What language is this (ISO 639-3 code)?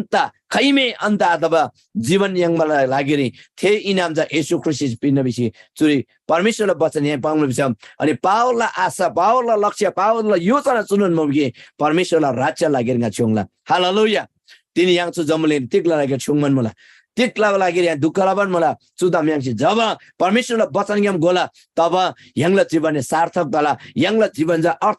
taj